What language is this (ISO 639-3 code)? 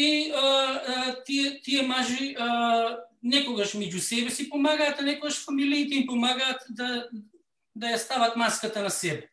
mkd